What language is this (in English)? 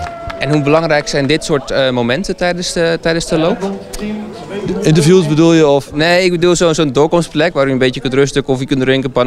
Dutch